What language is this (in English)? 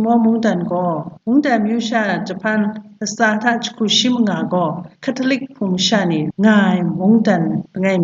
Kachin